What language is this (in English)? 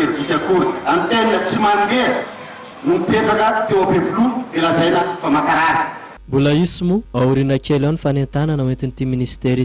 Malagasy